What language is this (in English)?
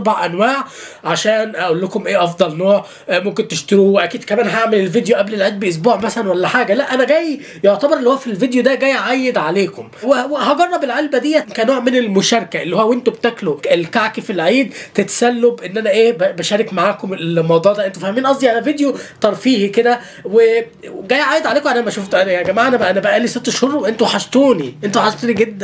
Egyptian Arabic